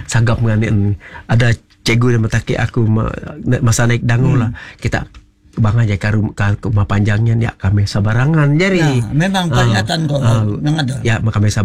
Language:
Malay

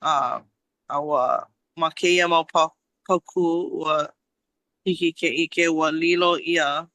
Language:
Hawaiian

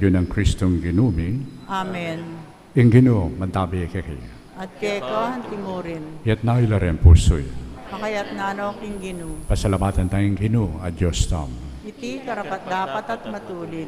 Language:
Pampanga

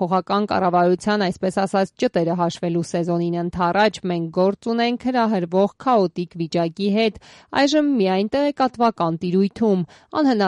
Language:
Armenian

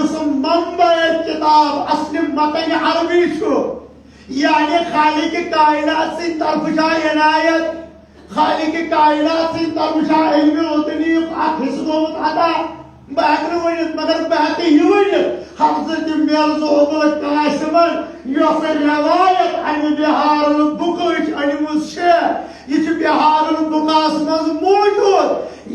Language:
Kashmiri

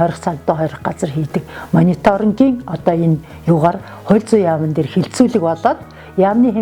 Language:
Mongolian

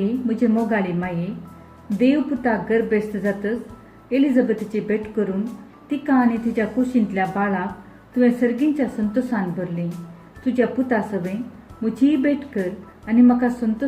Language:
Konkani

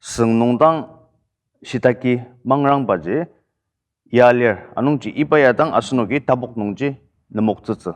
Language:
Ao Naga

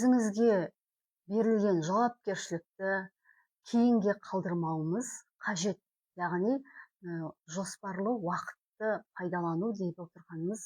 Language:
Kazakh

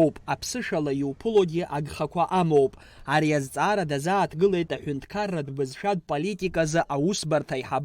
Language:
Abkhazian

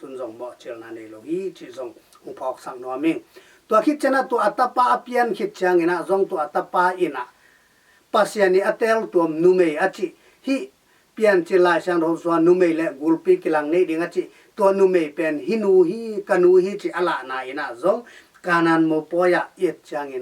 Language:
Tedim Chin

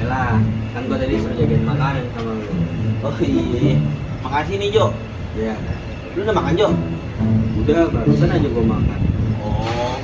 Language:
Betawi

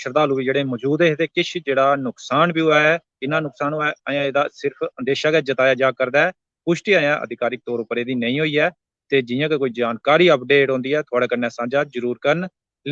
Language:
Dogri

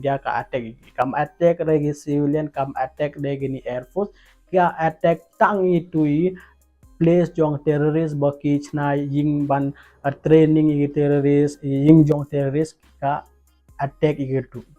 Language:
Khasi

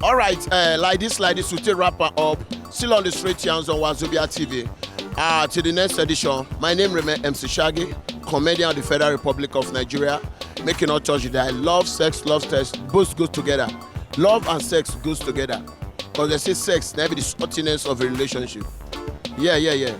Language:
Nigerian Pidgin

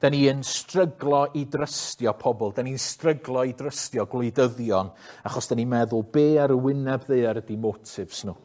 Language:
Welsh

